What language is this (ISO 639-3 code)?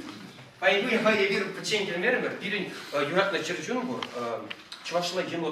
chv